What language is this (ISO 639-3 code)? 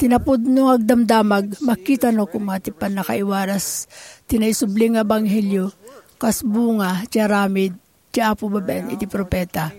ilo